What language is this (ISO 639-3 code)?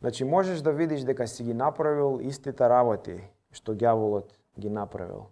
mkd